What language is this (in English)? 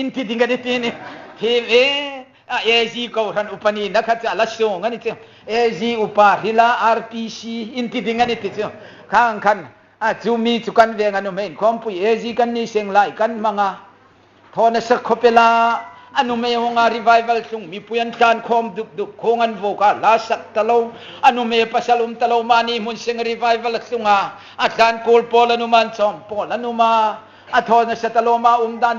Hmar